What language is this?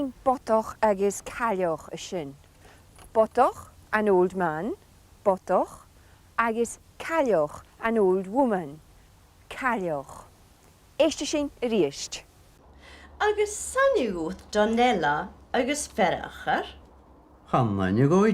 Scottish Gaelic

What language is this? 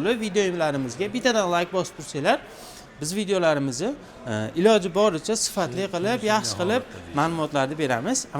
Uzbek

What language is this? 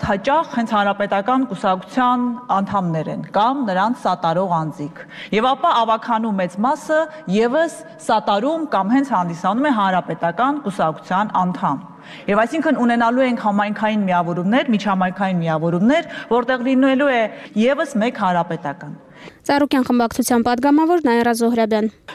Armenian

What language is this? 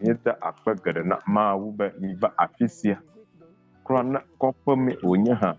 Ewe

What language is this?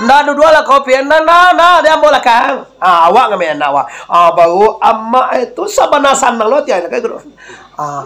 Minangkabau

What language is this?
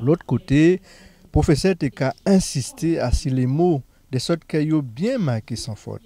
Guadeloupean Creole French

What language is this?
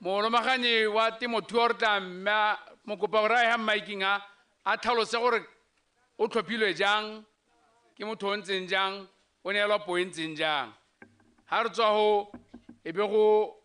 Tswana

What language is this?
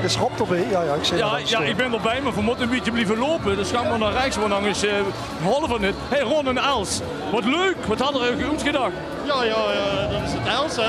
Limburgish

